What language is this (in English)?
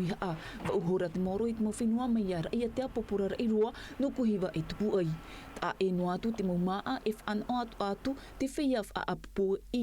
Tahitian